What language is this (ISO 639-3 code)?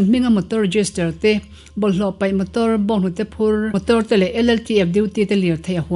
lus